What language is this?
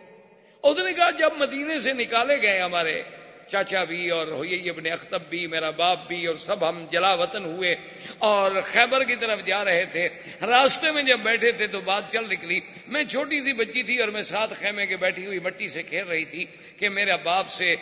Urdu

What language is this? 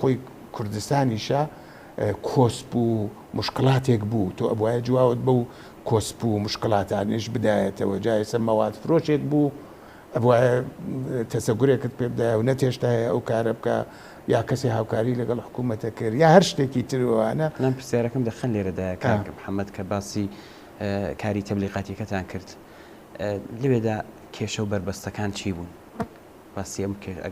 Central Kurdish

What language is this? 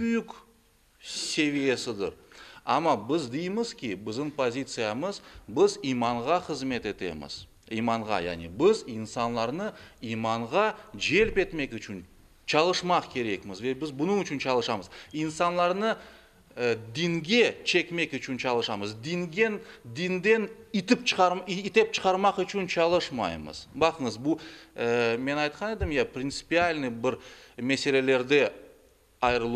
Crimean Tatar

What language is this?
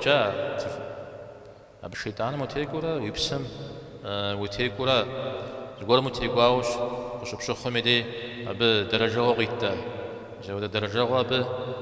Kabardian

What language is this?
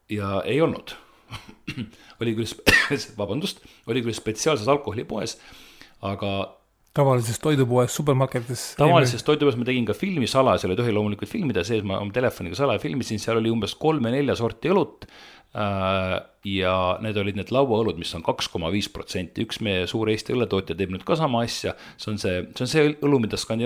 Estonian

